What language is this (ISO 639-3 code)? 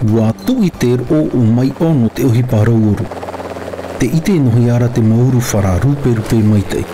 tah